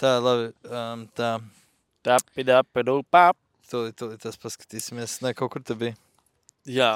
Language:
Latvian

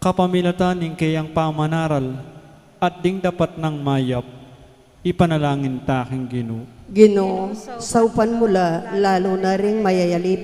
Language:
Pampanga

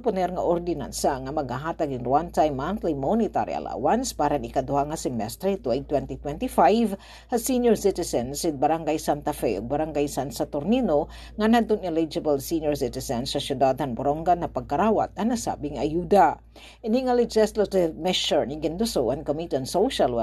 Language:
Waray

